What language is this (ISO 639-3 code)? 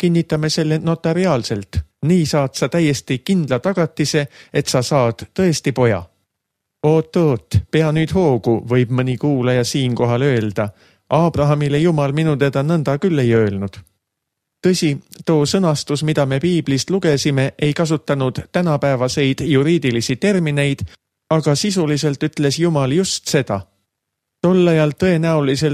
est